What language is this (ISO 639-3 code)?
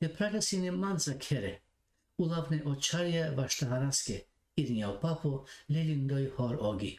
rmn